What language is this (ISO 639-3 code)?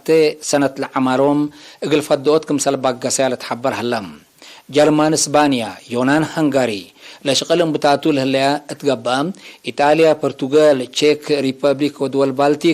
tig